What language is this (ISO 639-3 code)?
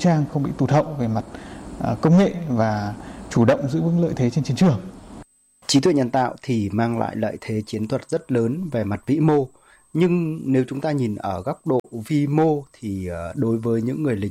vie